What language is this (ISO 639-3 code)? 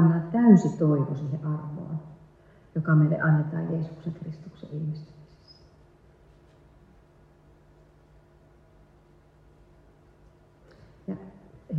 fin